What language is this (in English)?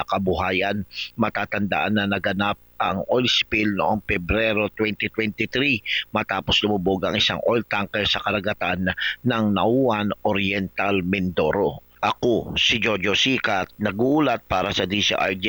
Filipino